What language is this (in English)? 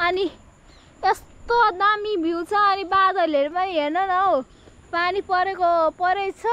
Nepali